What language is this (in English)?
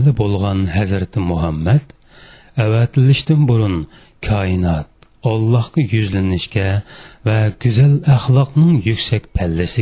Uyghur